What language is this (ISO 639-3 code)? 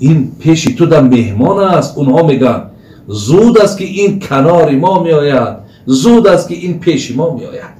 tgk